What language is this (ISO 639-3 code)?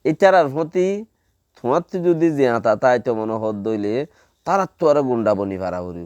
rhg